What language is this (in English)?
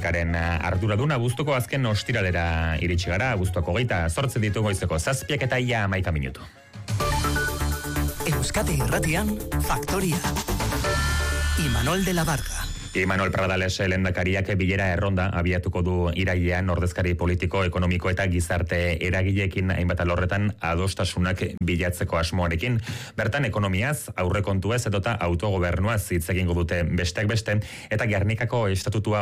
Basque